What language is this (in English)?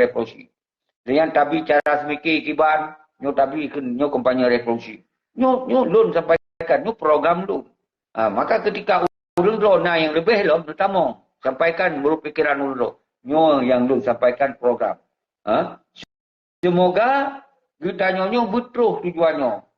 Achinese